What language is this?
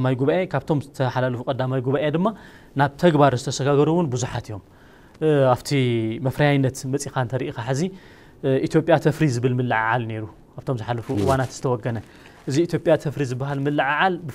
Tigrinya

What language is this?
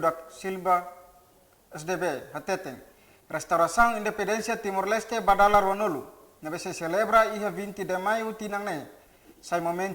Tetum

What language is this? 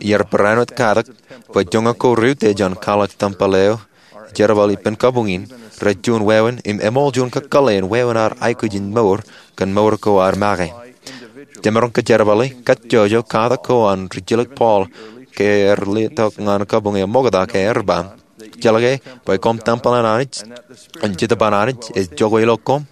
Marshallese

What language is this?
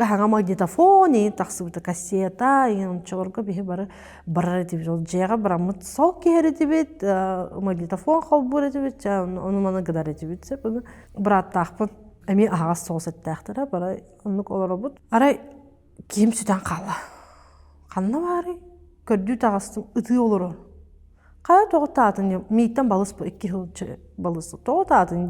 Yakut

